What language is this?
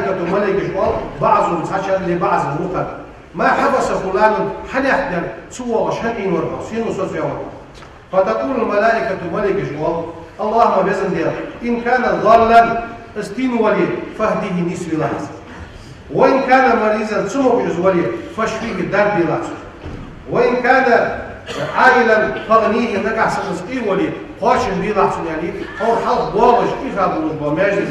Ingush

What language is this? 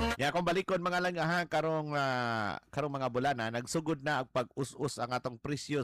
Cebuano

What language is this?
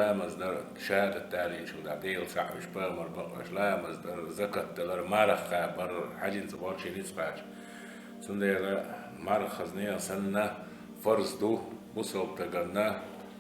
Chechen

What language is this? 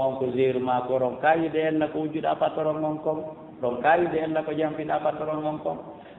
Fula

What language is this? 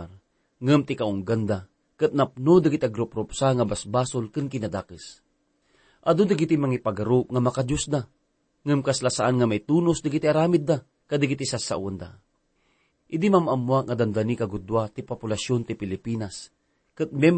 Iloko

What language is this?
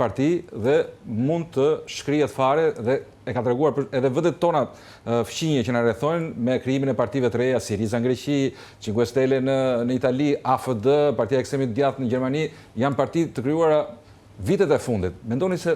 Albanian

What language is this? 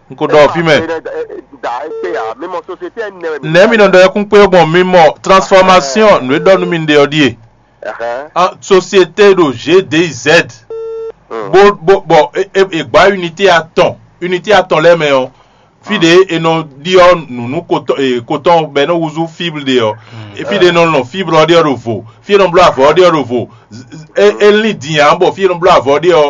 Fon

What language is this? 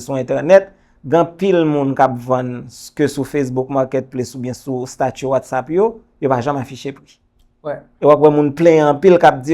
Haitian Creole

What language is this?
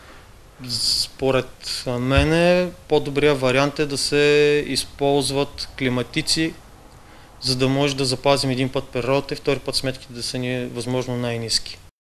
Bulgarian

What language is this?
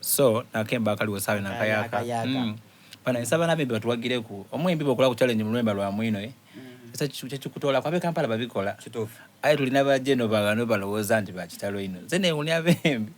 Soga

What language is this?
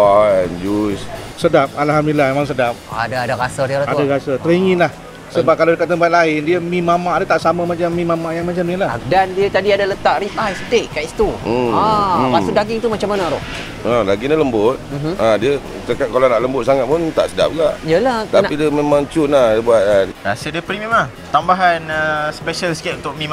Malay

